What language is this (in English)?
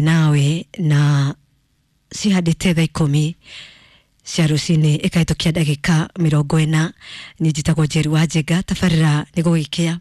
Kikuyu